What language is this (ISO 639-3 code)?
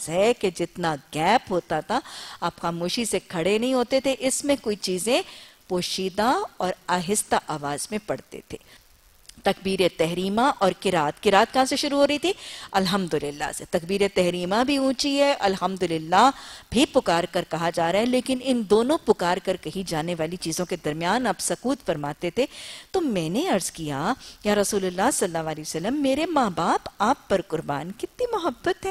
urd